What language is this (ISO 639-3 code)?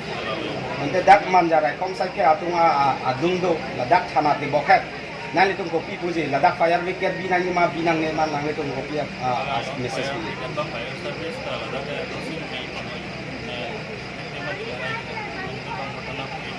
mjw